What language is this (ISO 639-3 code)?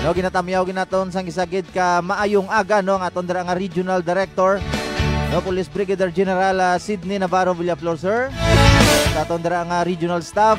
hil